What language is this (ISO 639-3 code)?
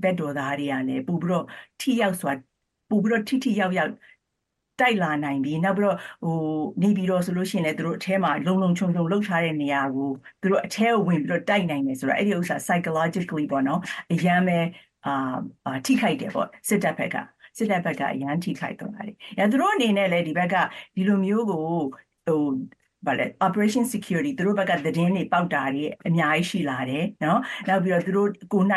mya